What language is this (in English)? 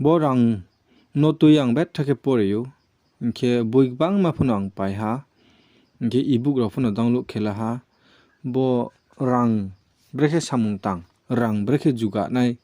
Riang (India)